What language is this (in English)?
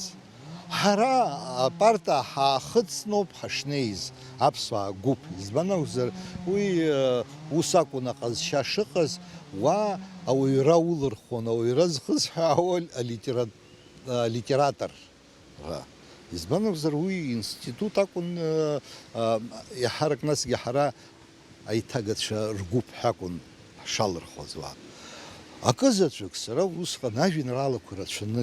Abkhazian